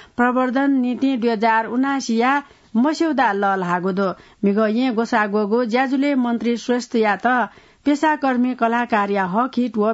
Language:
Newari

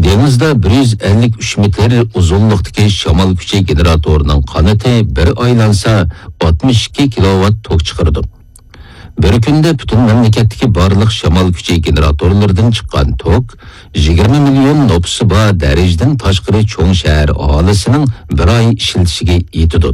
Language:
Uyghur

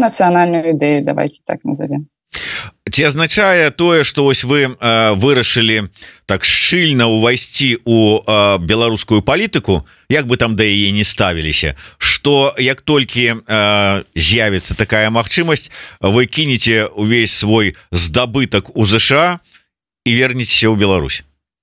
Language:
Belarusian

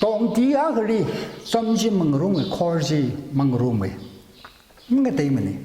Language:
Tangkhul Naga (India)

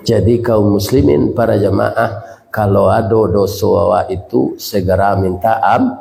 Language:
Minangkabau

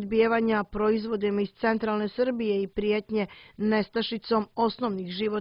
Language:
Serbian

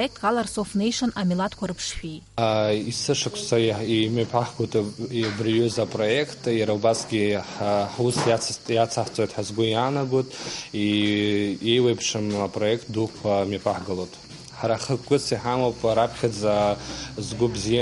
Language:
Abkhazian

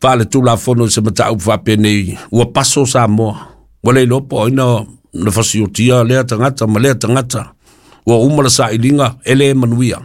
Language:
Samoan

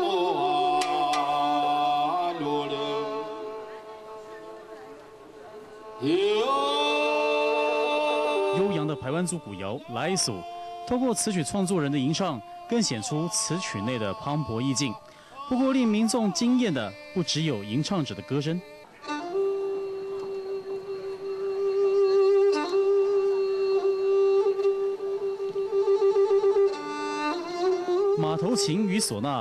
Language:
Chinese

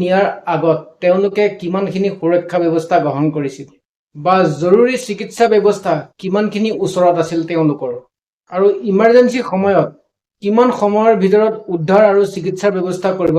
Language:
Assamese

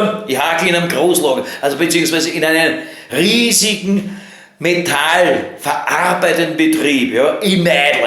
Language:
Bavarian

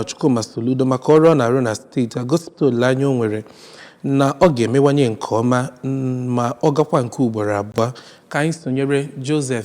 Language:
Igbo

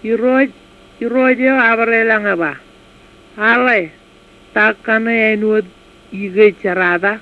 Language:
Marshallese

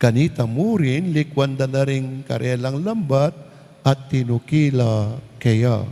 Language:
Pampanga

